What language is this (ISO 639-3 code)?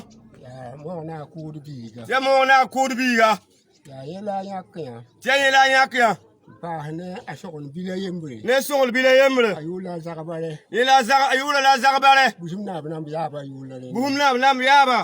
mos